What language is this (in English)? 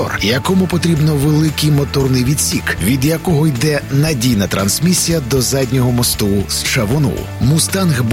Ukrainian